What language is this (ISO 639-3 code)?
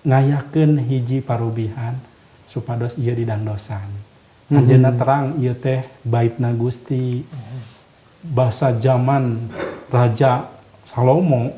sun